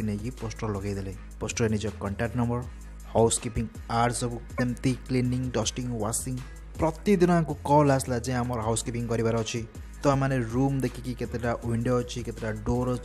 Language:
Odia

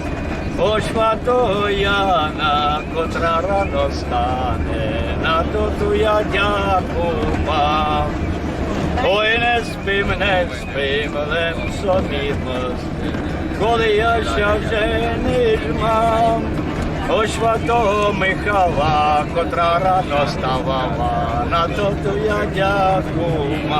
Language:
Rusyn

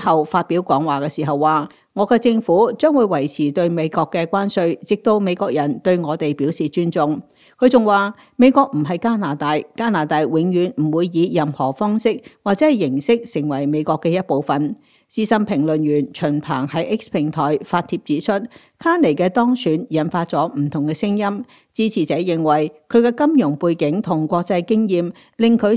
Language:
Cantonese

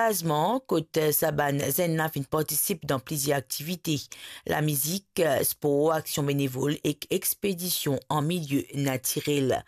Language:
Morisyen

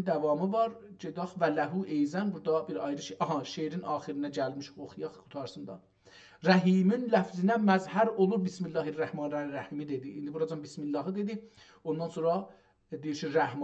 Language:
South Azerbaijani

